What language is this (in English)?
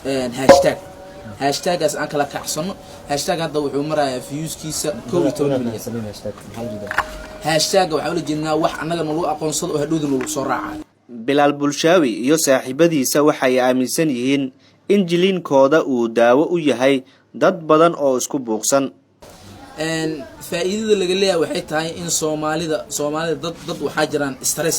Somali